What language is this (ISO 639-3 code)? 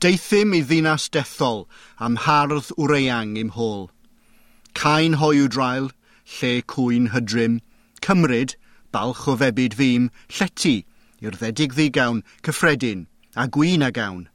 cym